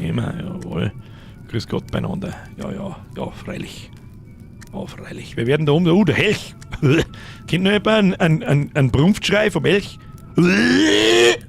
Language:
Bavarian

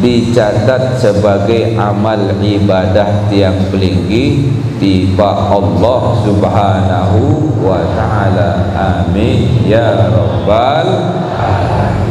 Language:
Sasak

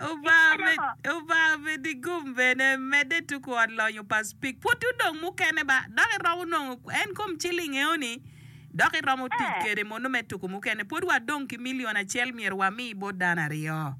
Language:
Acoli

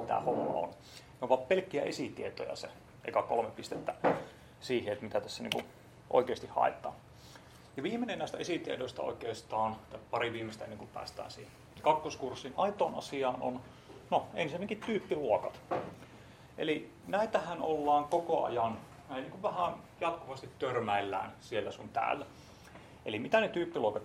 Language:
Finnish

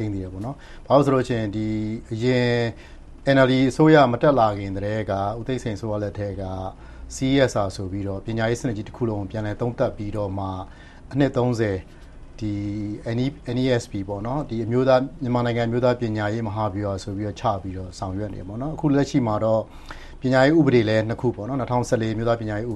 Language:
Burmese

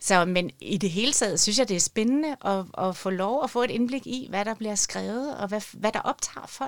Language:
Danish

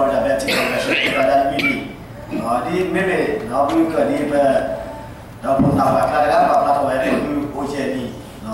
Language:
S'gaw Karen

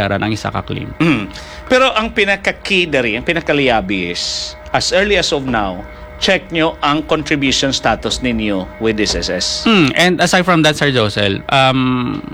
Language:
Hiligaynon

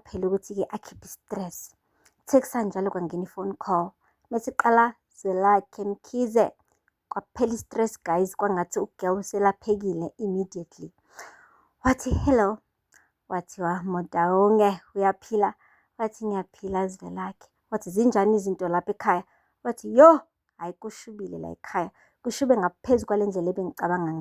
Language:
Zulu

